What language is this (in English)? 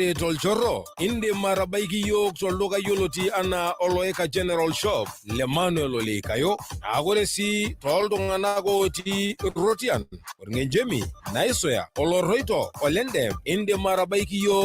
Masai